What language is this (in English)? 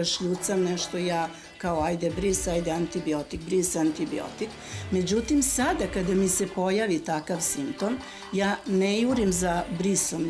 Serbian